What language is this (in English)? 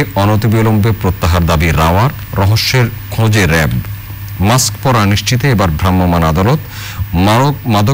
Bangla